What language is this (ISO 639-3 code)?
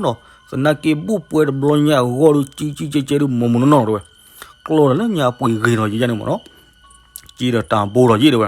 ksw